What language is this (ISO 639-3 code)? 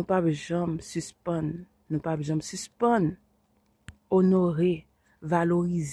hat